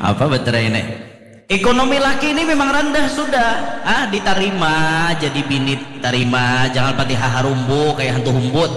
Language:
Banjar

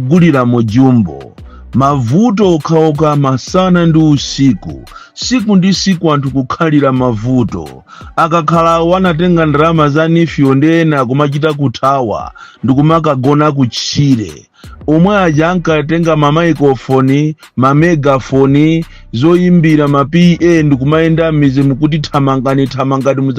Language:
Nyanja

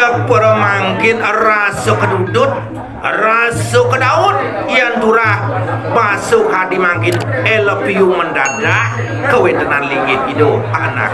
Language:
Balinese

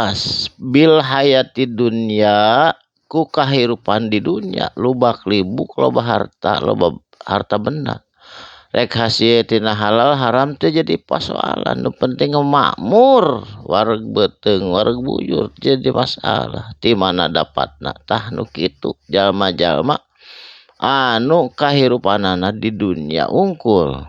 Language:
Sundanese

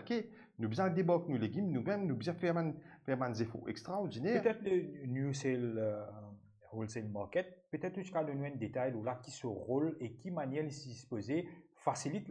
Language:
Morisyen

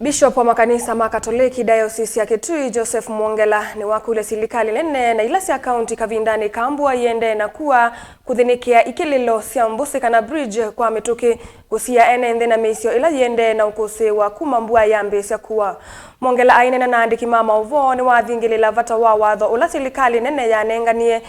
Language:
Kamba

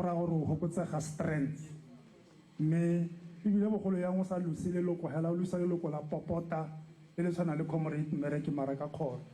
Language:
Tswana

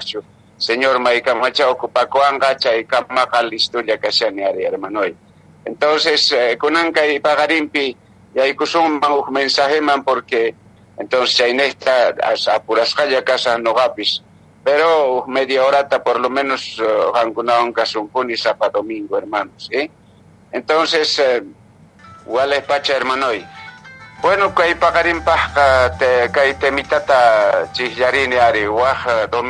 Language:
Quechua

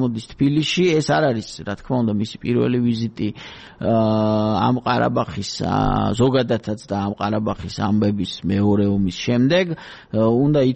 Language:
Georgian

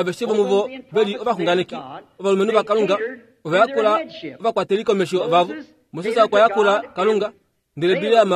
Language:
Kuanyama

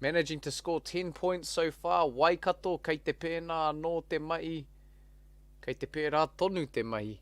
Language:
Māori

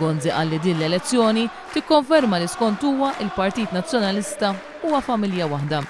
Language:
Maltese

